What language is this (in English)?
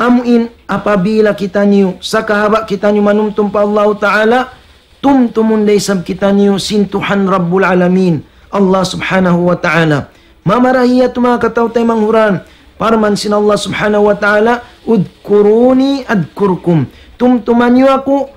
Tausug